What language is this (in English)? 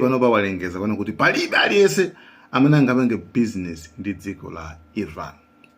Nyanja